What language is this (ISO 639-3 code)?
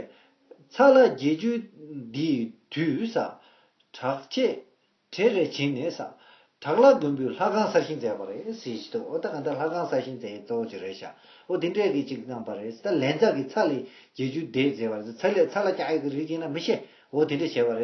bod